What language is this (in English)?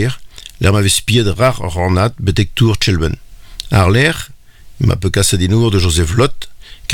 Breton